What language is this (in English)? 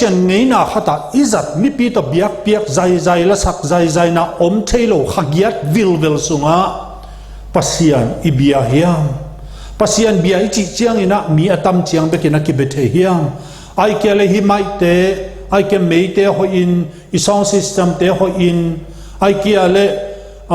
Tedim Chin